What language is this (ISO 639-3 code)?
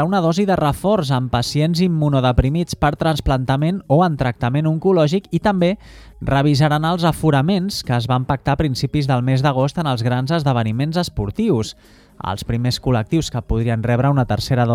cat